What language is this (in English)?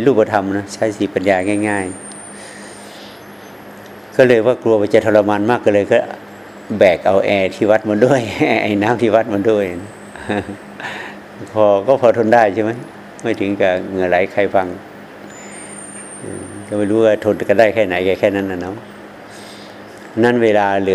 Thai